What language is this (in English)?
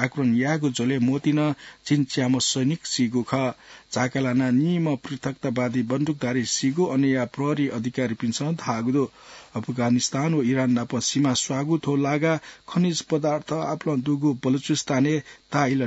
Newari